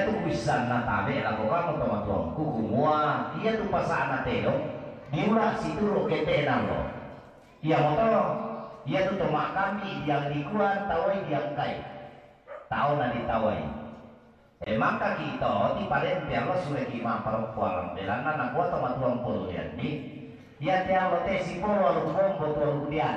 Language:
Toraja-Sa'dan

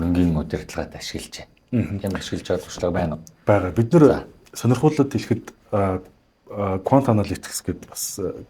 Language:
Mongolian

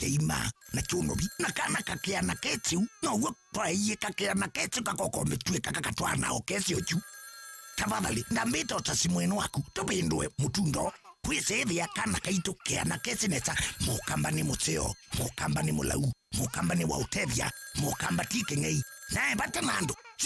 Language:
Kamba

